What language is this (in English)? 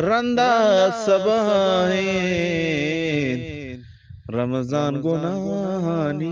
Eastern Balochi